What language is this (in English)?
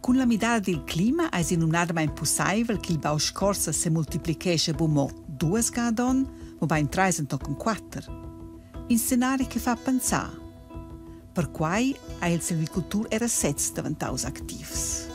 Romansh